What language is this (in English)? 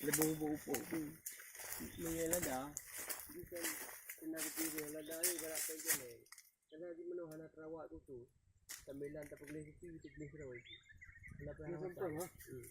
Achinese